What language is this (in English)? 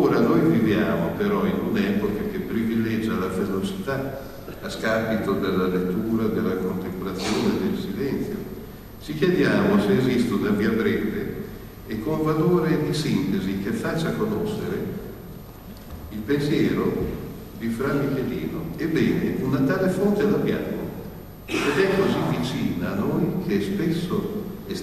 Italian